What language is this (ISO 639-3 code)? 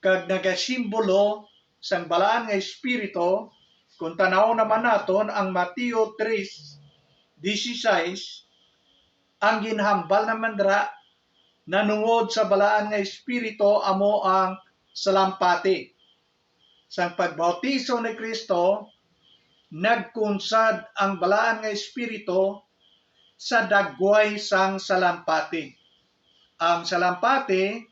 hil